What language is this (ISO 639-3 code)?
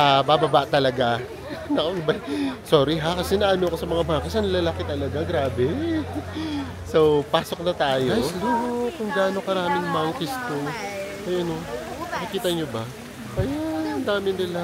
fil